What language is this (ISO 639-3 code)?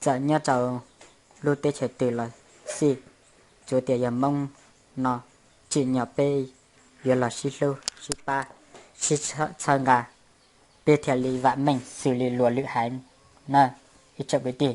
hmn